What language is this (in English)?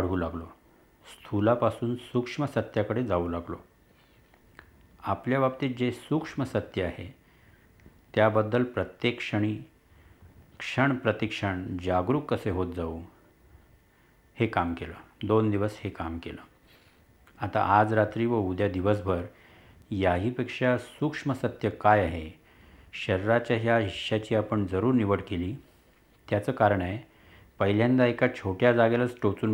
Marathi